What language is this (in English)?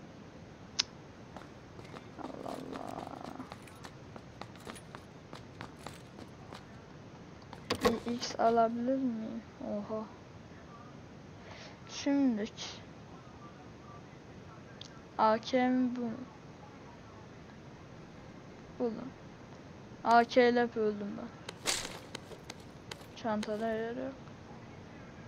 Turkish